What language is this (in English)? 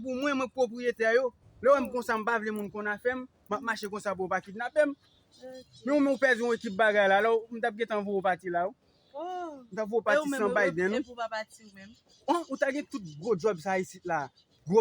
Haitian Creole